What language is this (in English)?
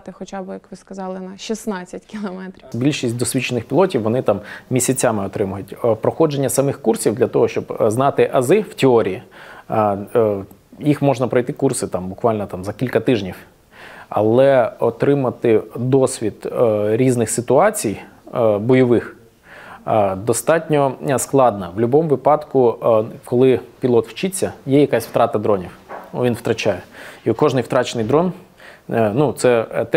Ukrainian